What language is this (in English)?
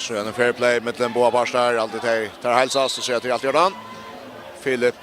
Faroese